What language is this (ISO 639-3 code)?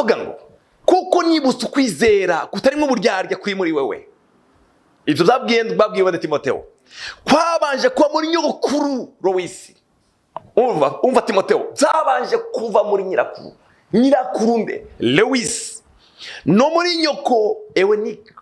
run